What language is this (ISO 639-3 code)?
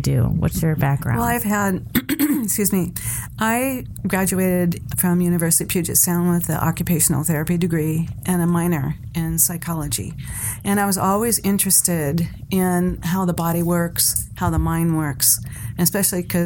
eng